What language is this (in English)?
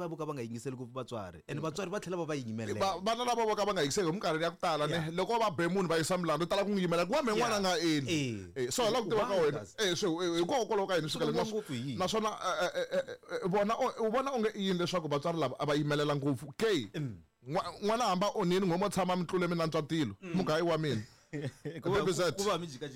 Tsonga